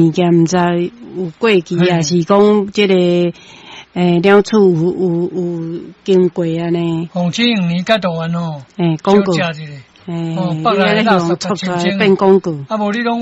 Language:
Min Nan Chinese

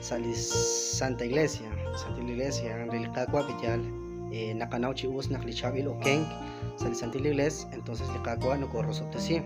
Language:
Kekchí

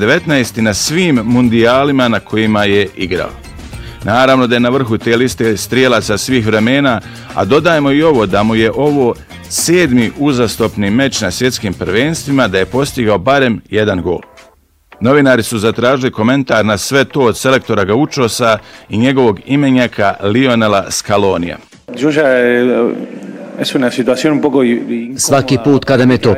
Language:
Bosnian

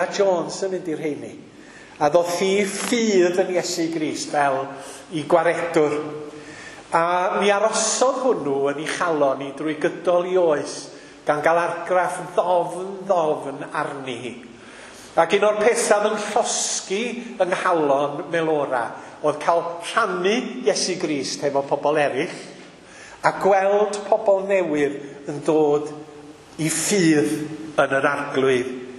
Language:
Welsh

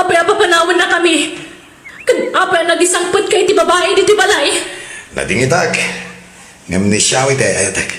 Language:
Iloko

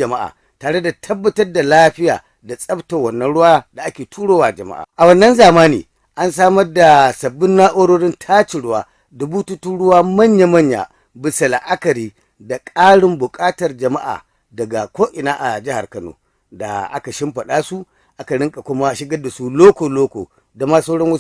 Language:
Hausa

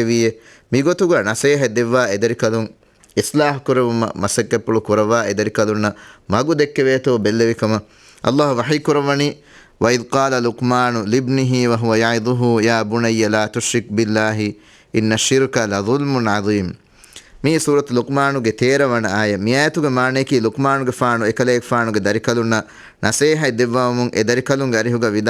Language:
Divehi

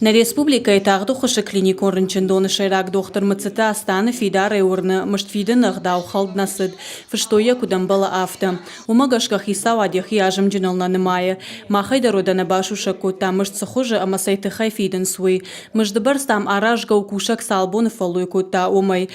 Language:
Ossetic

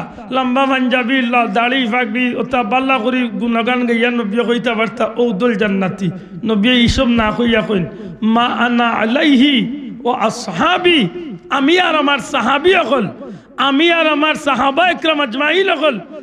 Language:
Sylheti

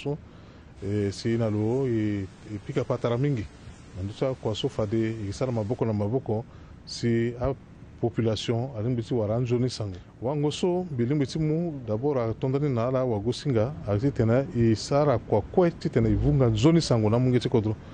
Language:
Sango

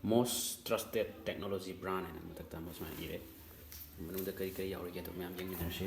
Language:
Manipuri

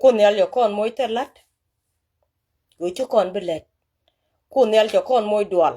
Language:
Nuer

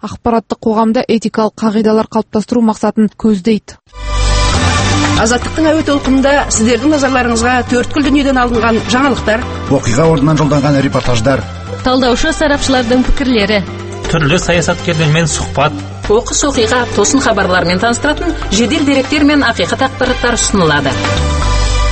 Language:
Kazakh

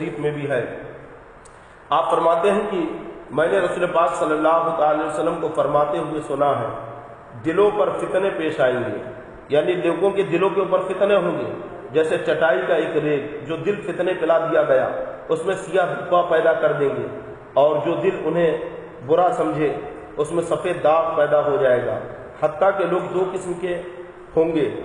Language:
Urdu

